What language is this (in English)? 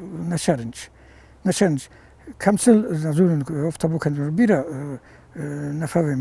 Ossetic